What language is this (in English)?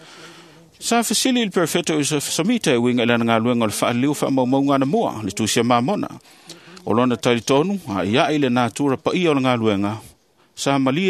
Samoan